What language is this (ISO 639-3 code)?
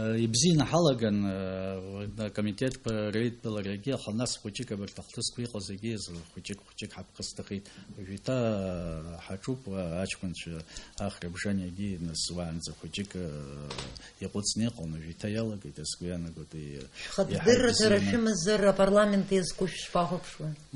abk